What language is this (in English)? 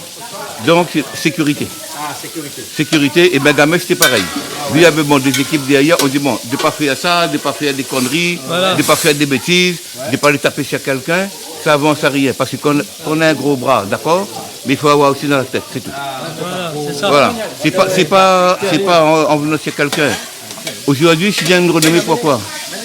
Réunion Creole French